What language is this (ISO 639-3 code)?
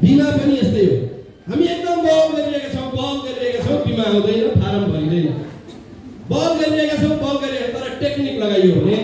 nep